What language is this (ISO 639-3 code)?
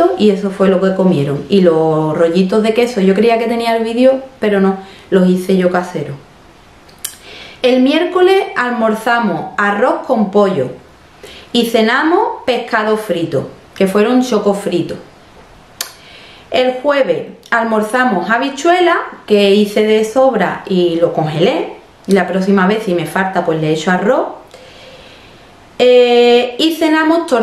spa